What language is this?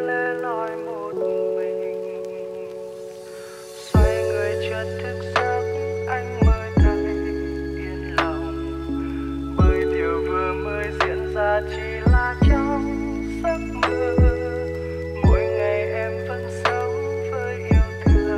Vietnamese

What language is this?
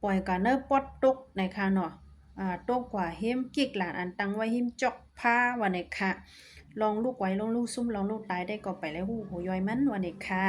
Shan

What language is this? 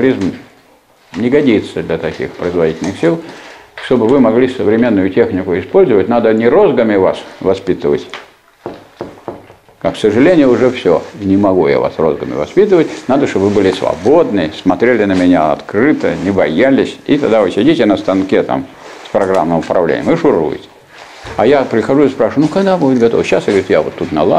Russian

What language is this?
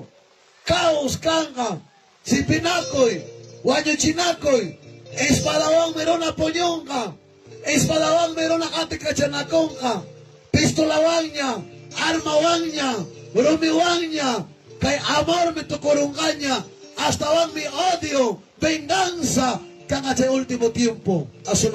Ayacucho Quechua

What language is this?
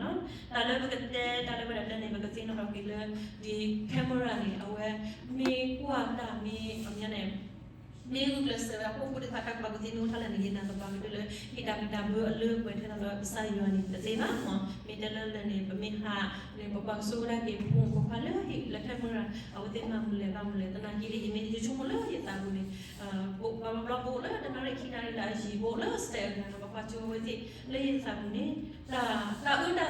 S'gaw Karen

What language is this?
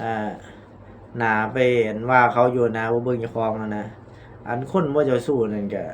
Northeastern Thai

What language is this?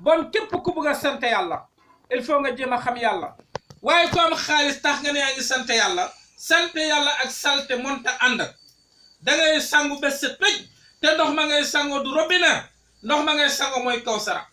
Wolof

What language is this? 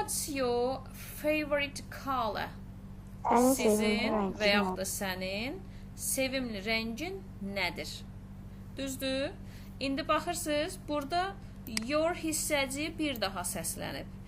Azerbaijani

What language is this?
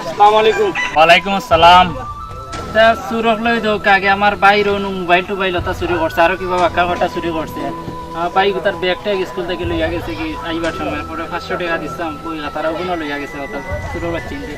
Sylheti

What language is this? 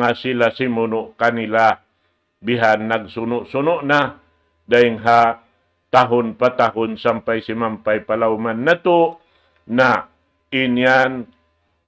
Tausug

